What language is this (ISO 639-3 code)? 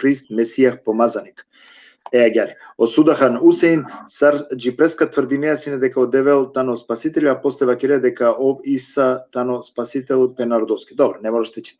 rmn